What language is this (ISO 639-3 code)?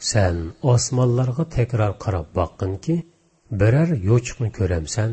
uig